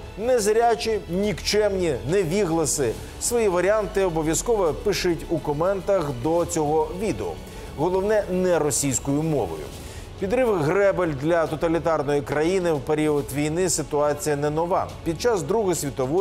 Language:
Ukrainian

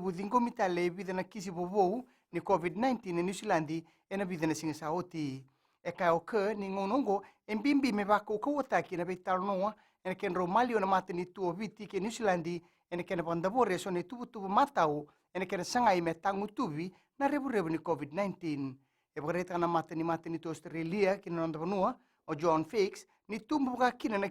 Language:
Fijian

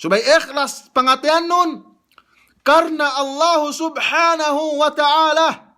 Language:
Yakan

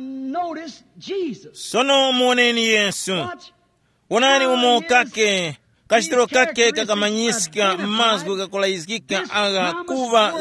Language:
Tumbuka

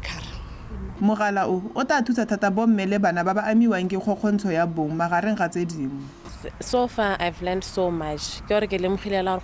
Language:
Tswana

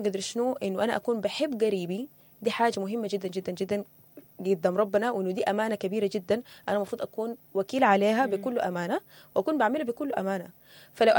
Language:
Sudanese Arabic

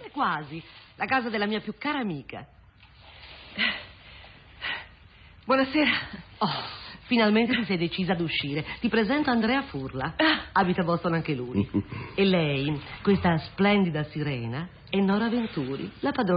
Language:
Italian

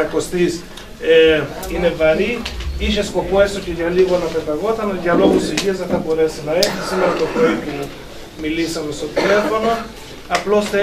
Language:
Greek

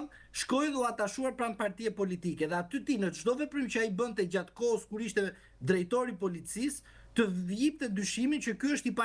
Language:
Albanian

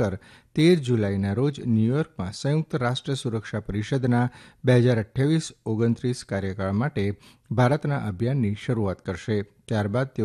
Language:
Gujarati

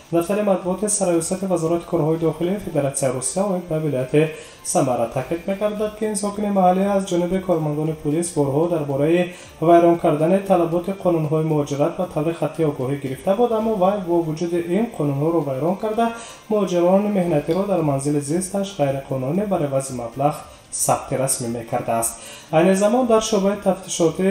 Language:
Tajik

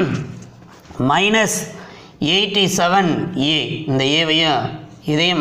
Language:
Tamil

